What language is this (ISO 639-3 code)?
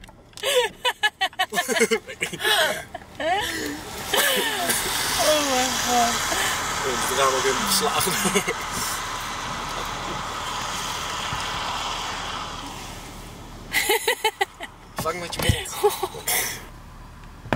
nld